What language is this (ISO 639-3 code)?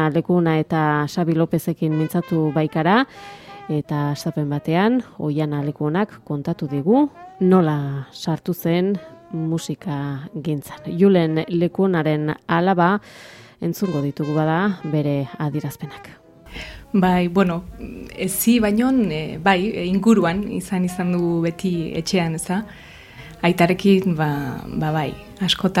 eus